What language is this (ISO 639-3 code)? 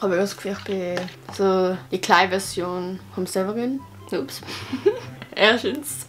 gsw